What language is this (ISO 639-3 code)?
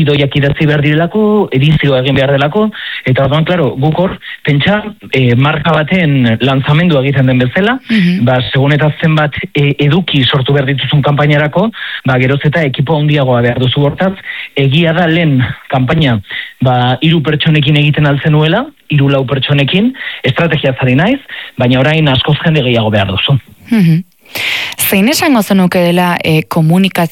eus